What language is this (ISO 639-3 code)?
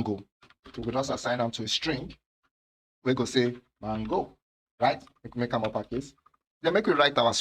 pcm